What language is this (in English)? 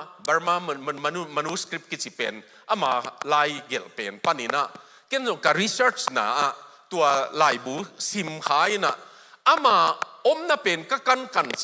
Tedim Chin